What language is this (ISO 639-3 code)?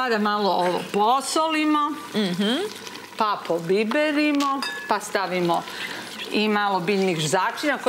srp